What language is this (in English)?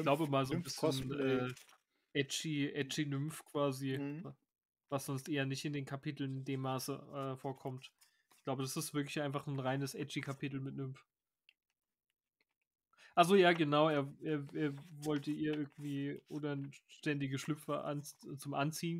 German